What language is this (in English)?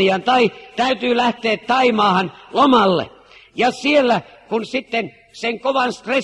Finnish